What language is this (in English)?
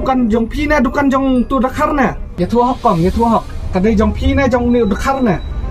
Khasi